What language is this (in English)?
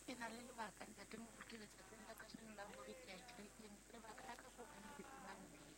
Southern Sotho